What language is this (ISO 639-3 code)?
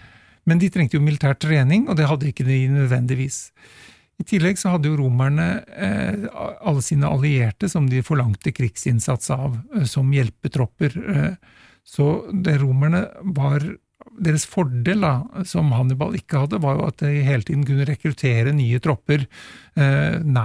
nor